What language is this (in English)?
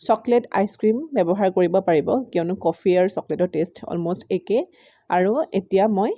Assamese